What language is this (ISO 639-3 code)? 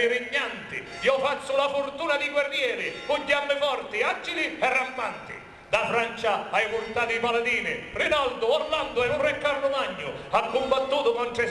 scn